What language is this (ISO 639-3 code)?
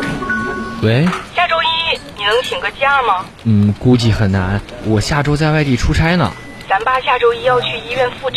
zho